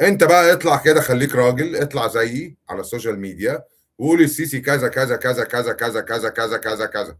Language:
Egyptian Arabic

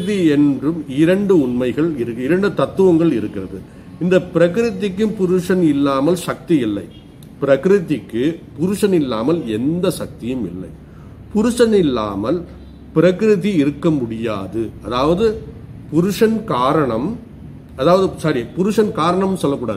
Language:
Tamil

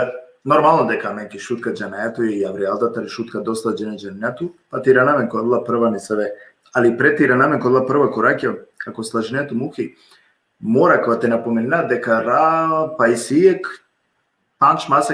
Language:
Balkan Romani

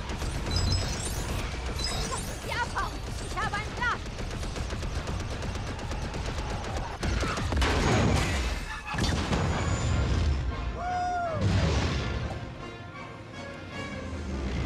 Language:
German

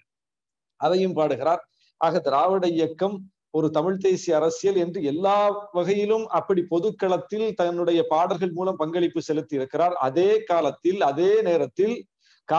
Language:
Tamil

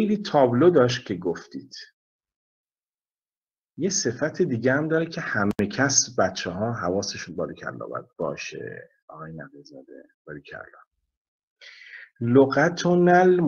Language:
Persian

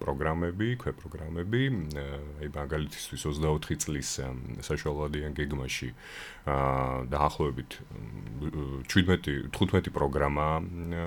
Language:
Georgian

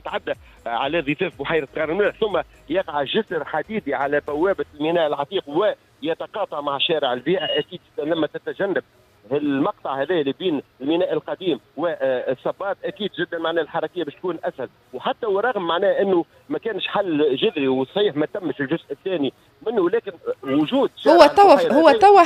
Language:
Tunisian Arabic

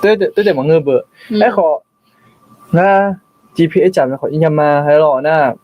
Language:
Akha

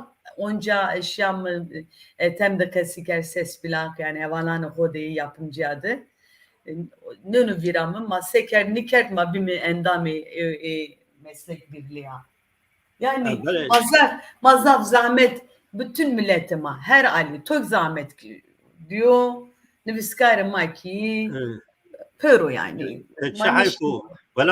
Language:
Zaza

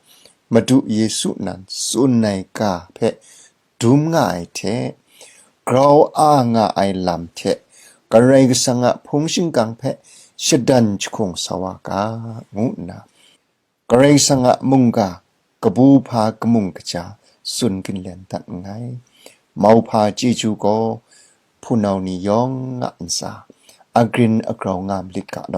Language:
Kachin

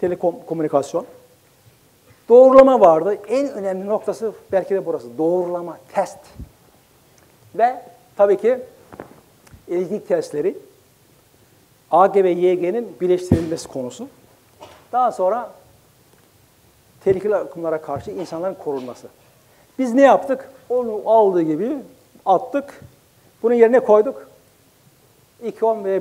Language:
Turkish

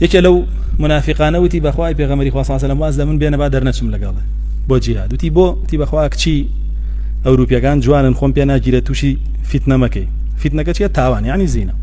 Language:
Central Kurdish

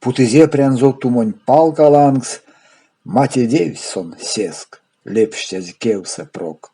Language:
Erzya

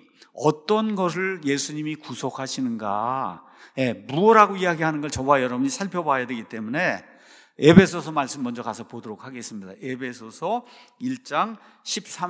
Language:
Korean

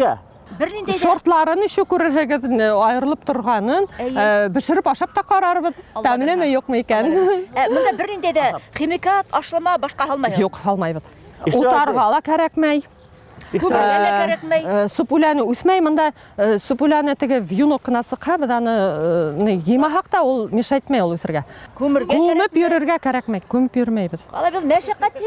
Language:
Bashkir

